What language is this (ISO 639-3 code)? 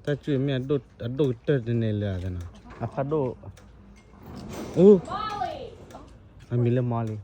ksw